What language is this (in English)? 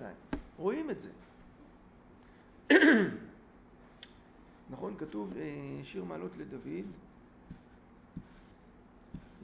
Hebrew